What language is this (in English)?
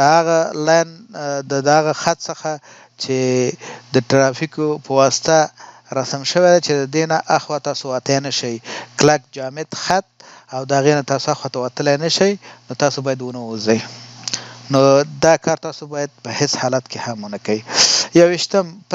Pashto